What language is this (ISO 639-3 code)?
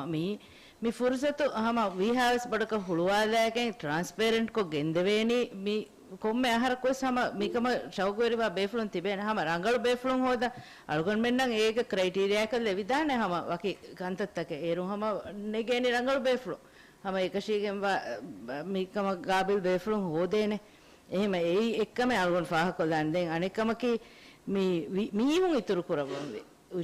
div